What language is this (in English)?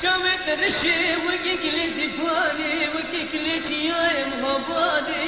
Kurdish